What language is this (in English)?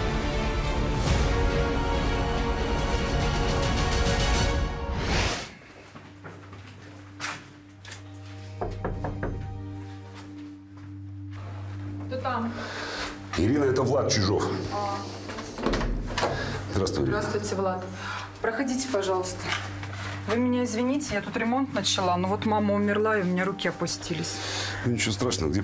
Russian